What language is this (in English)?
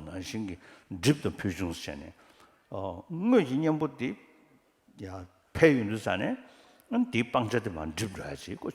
Tibetan